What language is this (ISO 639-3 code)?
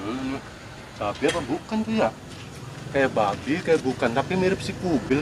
bew